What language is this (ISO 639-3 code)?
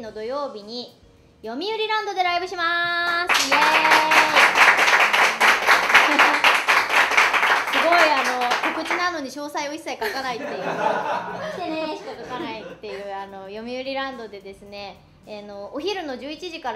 jpn